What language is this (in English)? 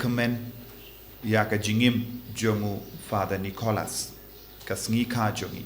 Khasi